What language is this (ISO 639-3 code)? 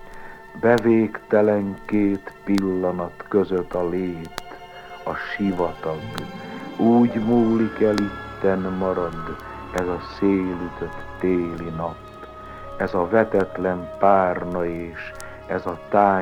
hun